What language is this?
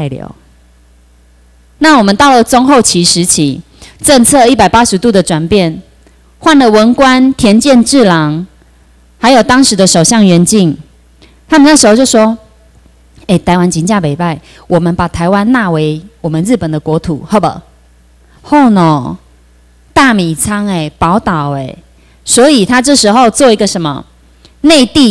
Chinese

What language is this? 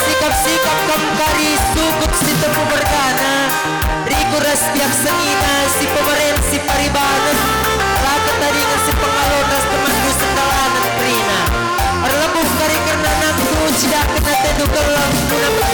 Batak Karo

